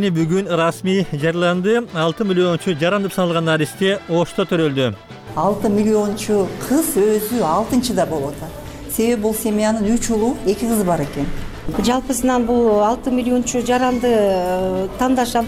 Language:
Kyrgyz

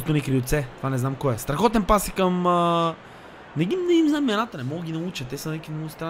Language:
Bulgarian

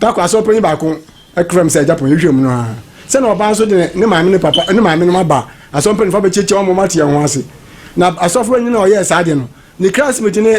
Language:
Akan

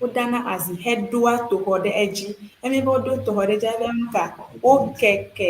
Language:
Ewe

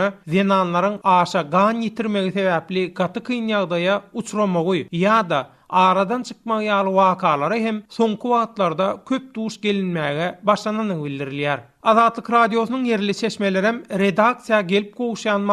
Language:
Turkmen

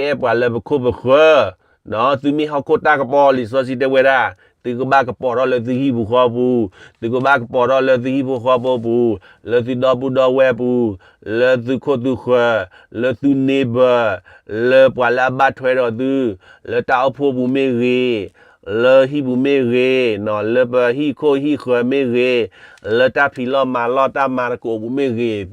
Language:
S'gaw Karen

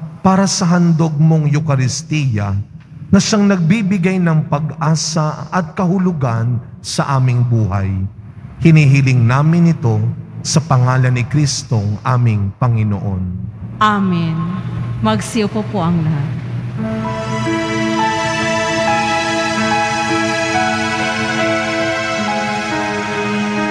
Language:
Filipino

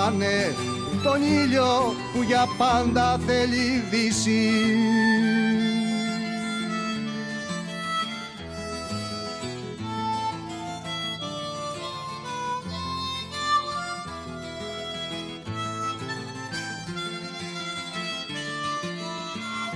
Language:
Greek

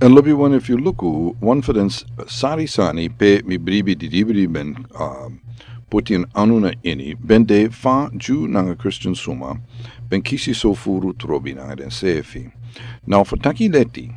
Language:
Sranan Tongo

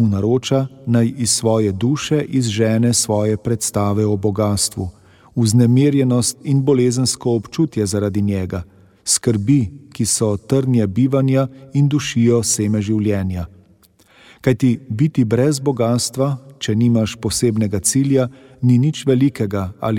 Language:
Slovenian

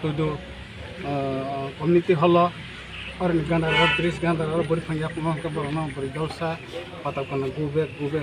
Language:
Kok Borok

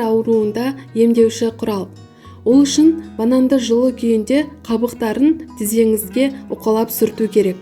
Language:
Kazakh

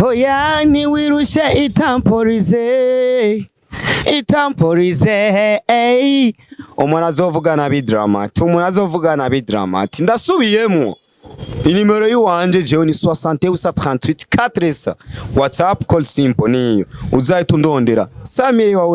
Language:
Rundi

